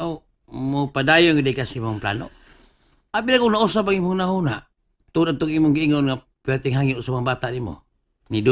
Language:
Cebuano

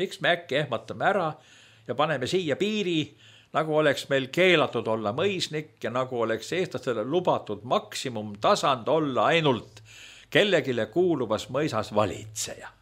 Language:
Estonian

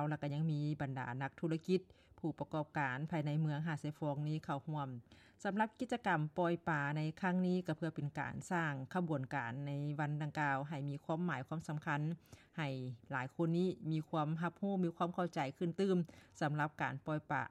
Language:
Lao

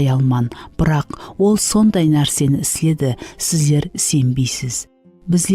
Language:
Kara-Kalpak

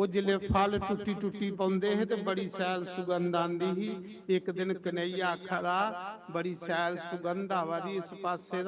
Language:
Dogri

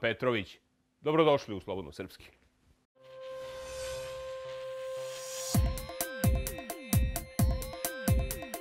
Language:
Serbian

